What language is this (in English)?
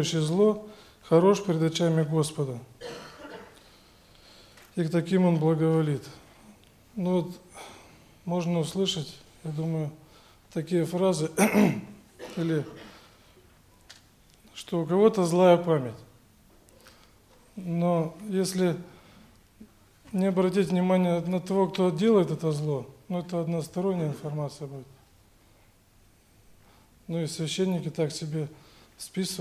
Russian